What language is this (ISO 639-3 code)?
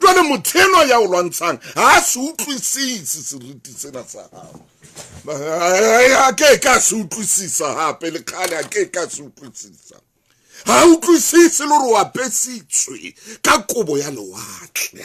sot